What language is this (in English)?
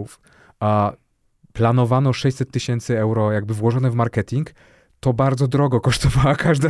Polish